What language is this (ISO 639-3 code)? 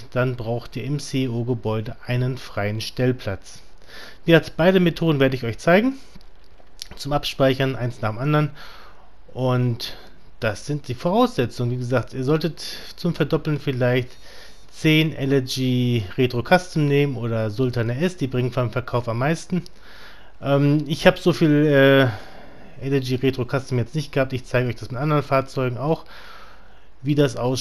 deu